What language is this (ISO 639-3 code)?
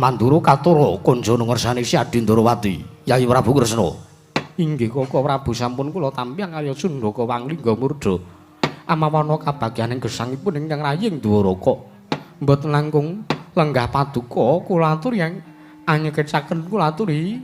jav